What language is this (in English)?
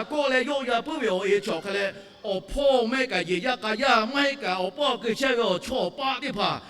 Lahu